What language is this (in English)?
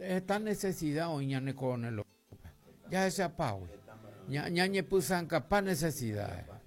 Guarani